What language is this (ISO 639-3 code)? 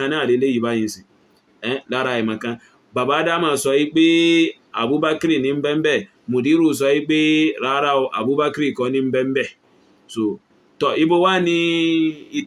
yor